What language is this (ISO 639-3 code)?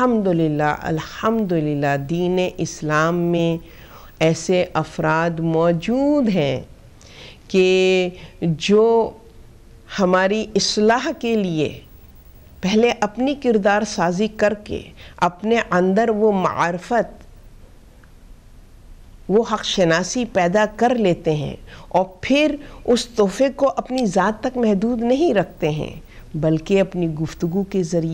urd